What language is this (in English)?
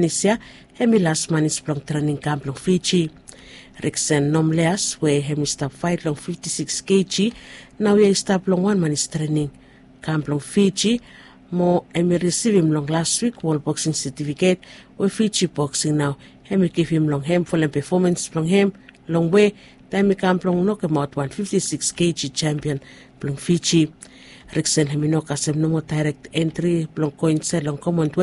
Bislama